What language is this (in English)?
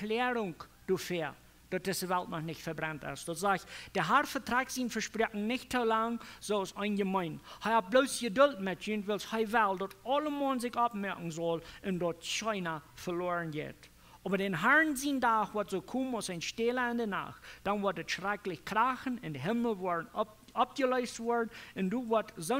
Plautdietsch